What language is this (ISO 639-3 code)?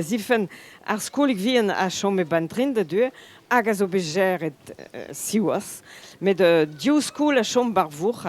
bre